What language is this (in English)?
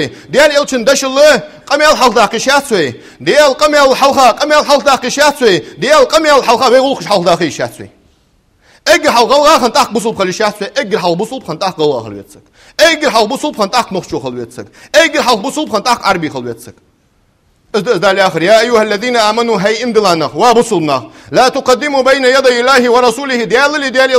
Ingush